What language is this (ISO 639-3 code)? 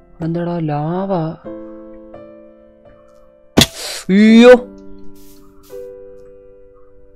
mal